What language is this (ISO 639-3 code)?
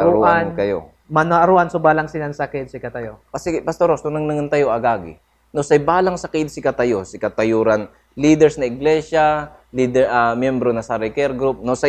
pag